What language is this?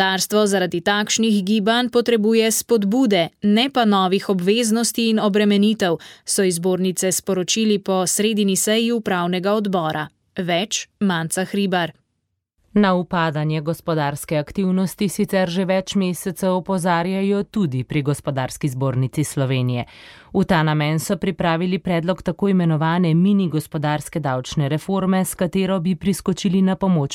Slovenian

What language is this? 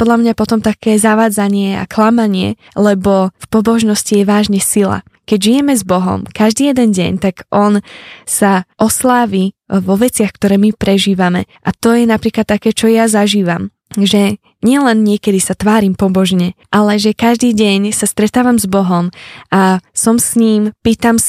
Slovak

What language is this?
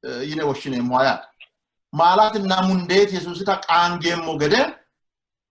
Sidamo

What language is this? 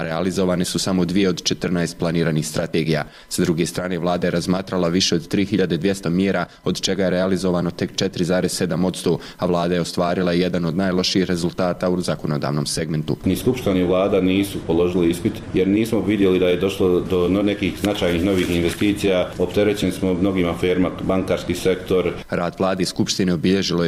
Bosnian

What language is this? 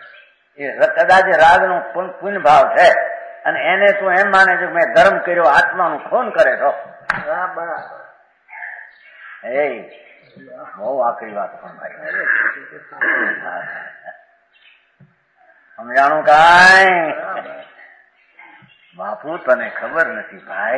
Gujarati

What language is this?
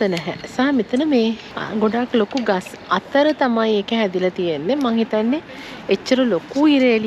Sinhala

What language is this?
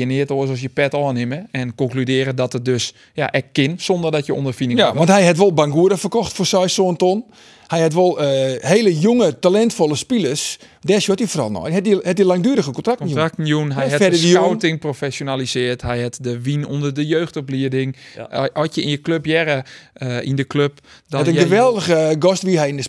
Western Frisian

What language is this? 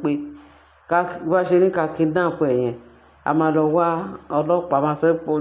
Yoruba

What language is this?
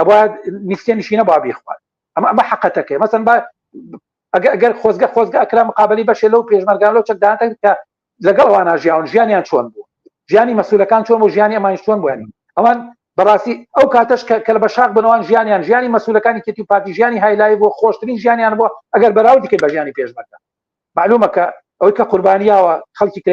Central Kurdish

